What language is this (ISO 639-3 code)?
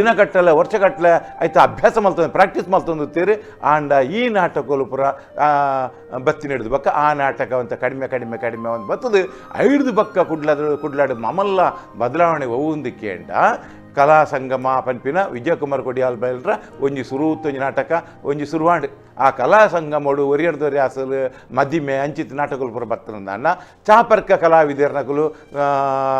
tcy